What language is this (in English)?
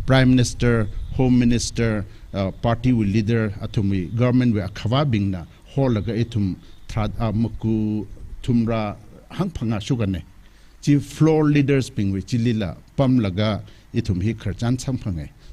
Tangkhul Naga (India)